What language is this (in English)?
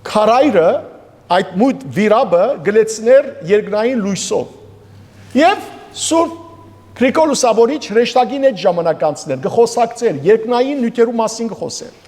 Western Armenian